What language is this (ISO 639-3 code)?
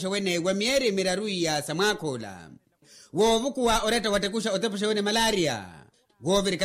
vmw